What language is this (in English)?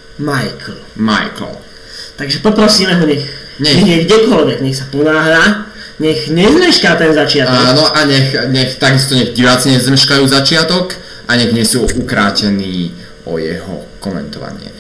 Slovak